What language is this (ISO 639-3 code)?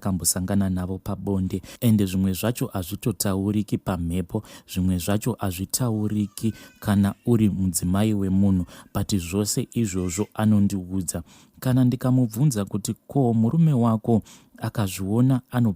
sna